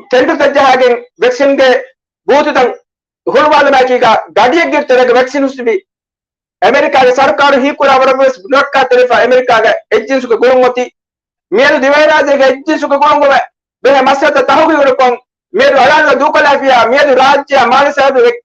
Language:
Divehi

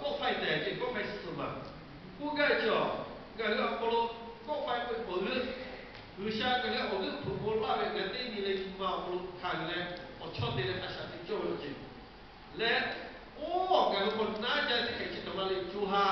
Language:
Lahu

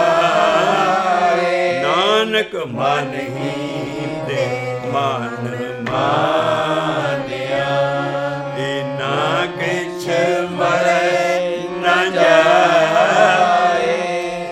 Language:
Punjabi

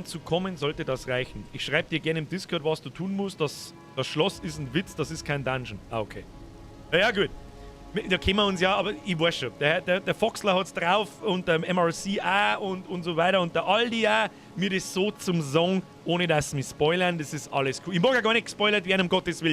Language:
Bavarian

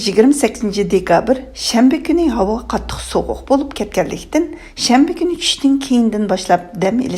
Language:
Uyghur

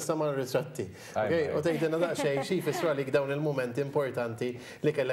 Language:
Maltese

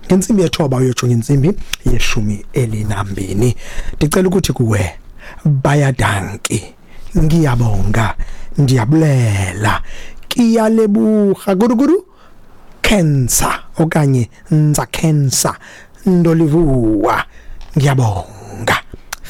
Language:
Xhosa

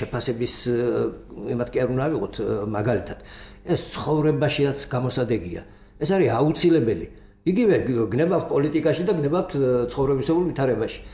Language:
Georgian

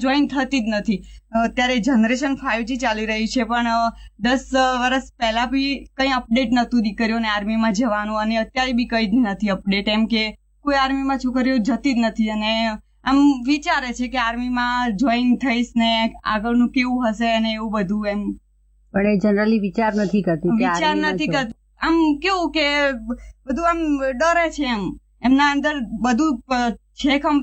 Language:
Gujarati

